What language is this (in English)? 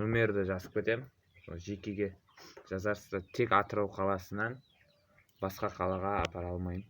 Kazakh